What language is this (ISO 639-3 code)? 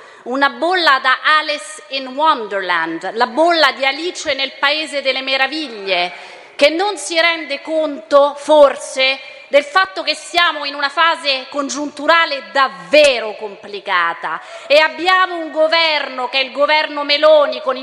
ita